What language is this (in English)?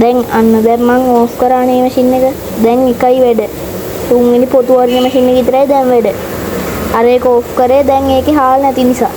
Sinhala